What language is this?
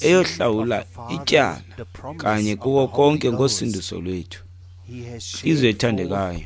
Xhosa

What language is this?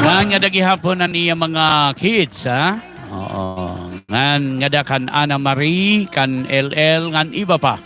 Waray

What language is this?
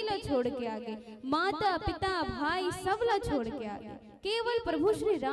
Chhattisgarhi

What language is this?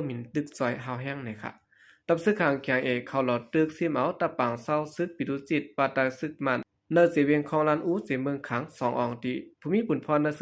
Shan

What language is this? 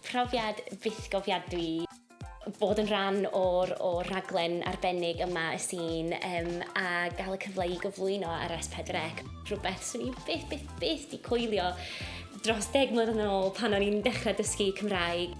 Welsh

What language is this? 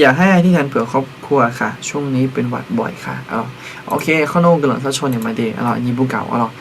Akha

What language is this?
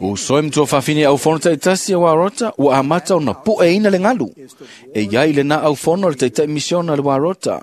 Samoan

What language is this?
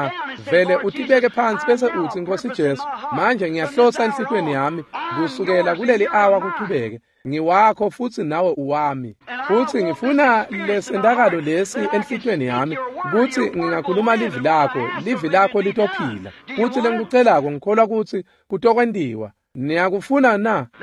Swati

